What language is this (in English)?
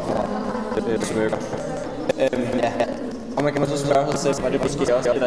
Danish